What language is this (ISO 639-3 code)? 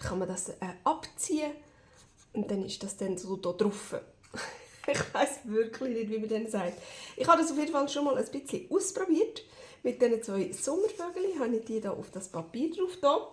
gsw